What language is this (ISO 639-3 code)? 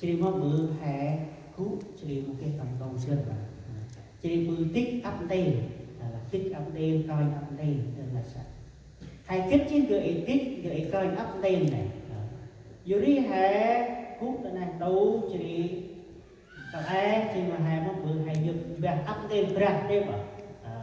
cmo